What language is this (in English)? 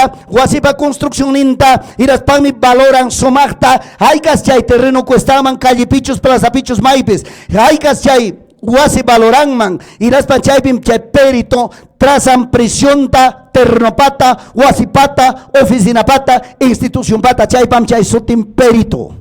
Ayacucho Quechua